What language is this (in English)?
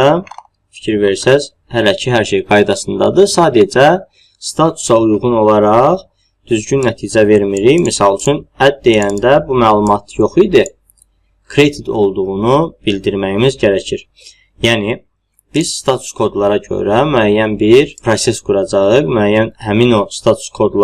Azerbaijani